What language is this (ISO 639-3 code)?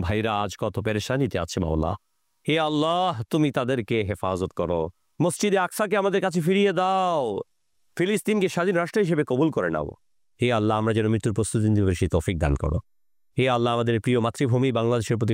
ben